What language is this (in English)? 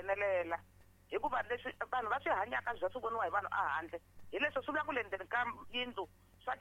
Tsonga